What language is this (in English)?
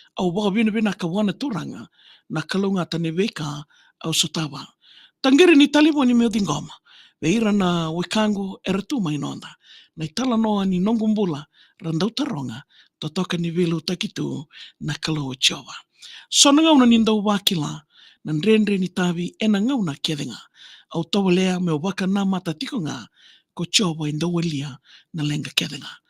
Fijian